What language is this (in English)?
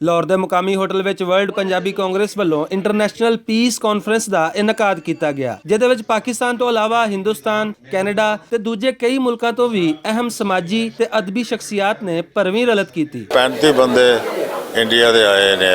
Western Panjabi